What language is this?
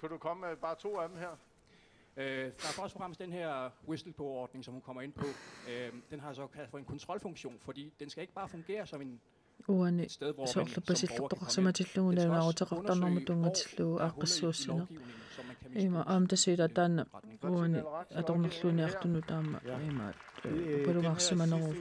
Kalaallisut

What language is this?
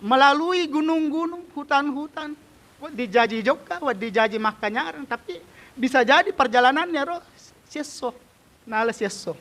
Buginese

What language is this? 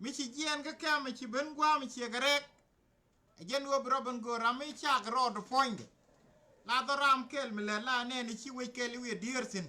Nuer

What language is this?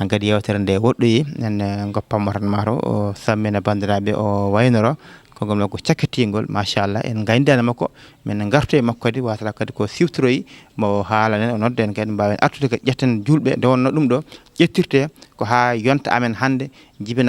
Fula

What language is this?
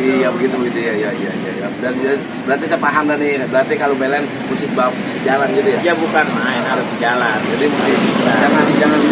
Betawi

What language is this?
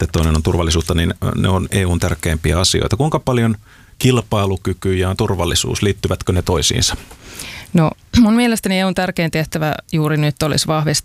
Finnish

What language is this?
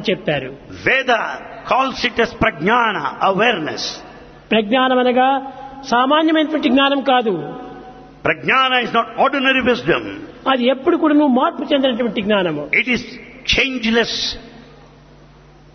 Telugu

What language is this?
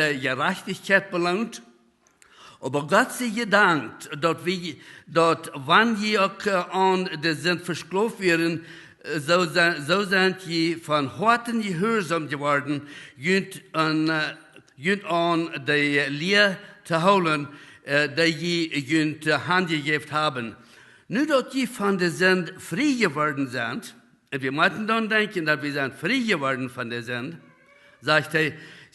Plautdietsch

